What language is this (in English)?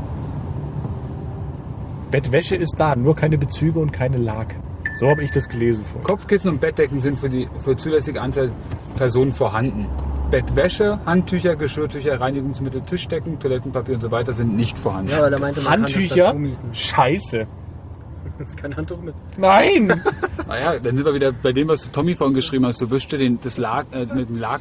German